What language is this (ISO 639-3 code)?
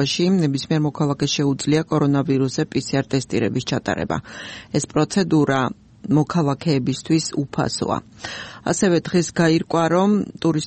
kat